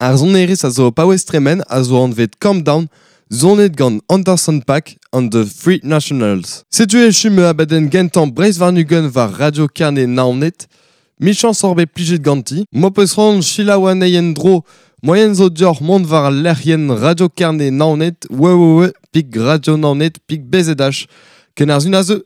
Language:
Breton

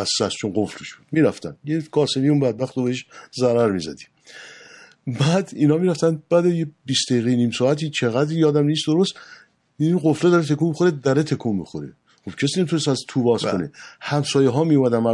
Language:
Persian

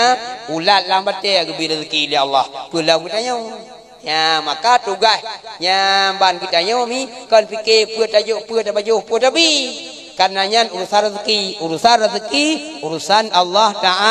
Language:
Achinese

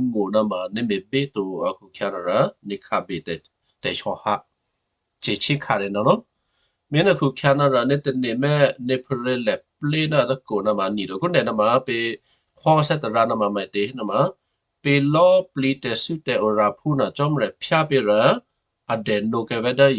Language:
Western Kayah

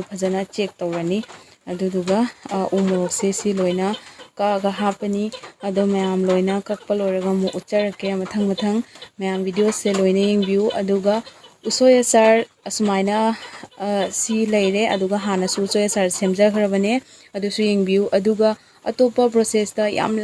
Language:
Manipuri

